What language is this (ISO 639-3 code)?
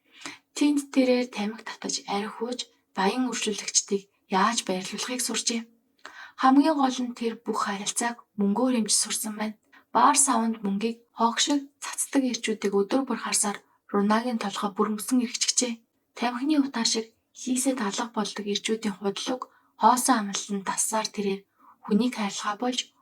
mon